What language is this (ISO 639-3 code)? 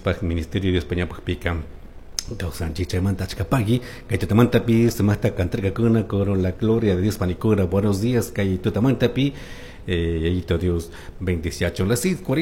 qug